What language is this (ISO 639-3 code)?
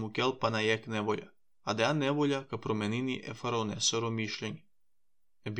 mkd